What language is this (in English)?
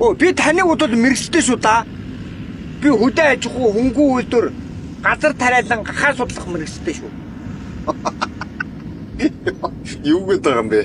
Mongolian